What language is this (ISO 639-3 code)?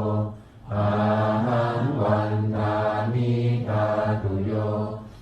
pli